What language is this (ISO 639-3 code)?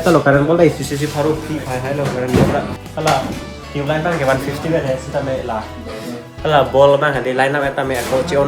mjw